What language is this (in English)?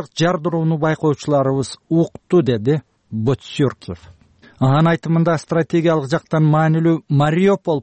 Kyrgyz